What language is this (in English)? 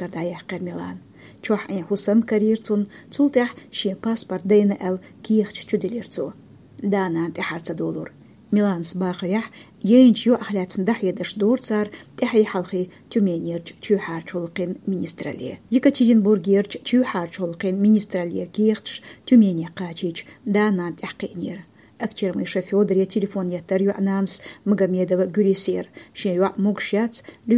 Chechen